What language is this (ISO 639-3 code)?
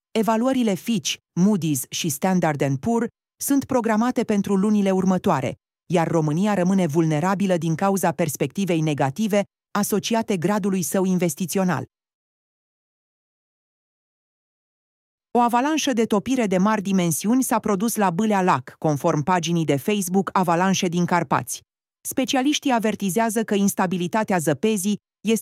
ron